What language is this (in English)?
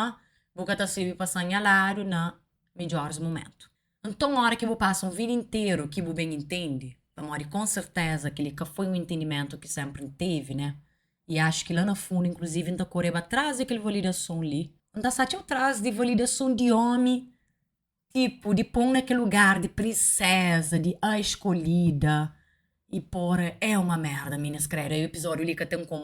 Kabuverdianu